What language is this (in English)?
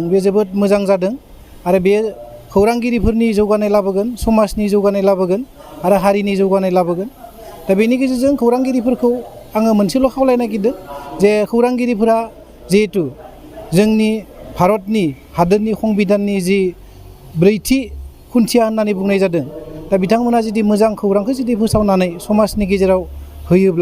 Bodo